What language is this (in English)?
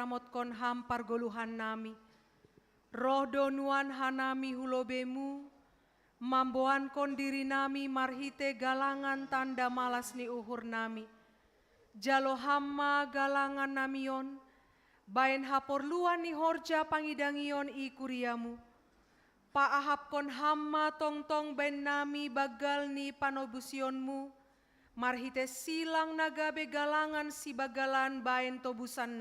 Batak Simalungun